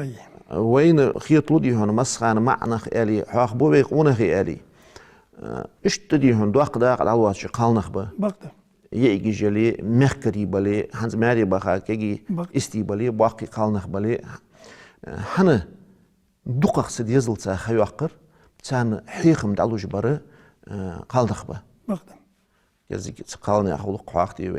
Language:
Ingush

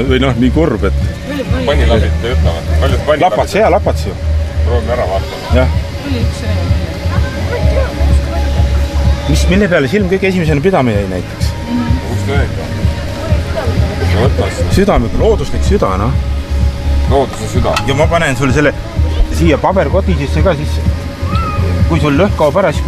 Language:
Estonian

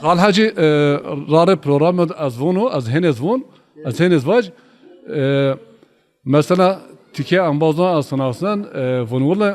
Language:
Zaza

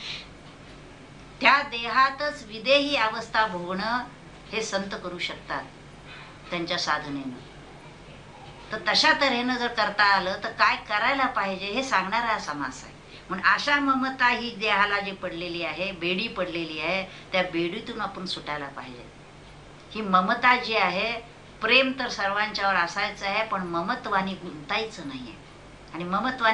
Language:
Marathi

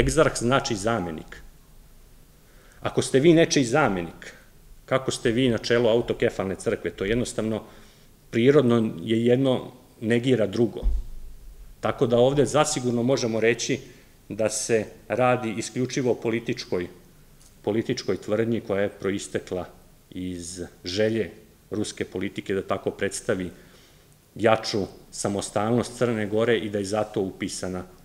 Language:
Serbian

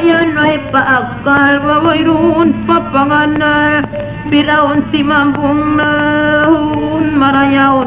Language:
Tausug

